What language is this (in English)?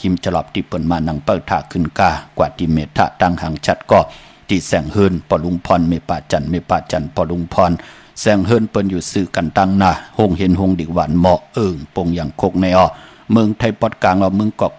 Shan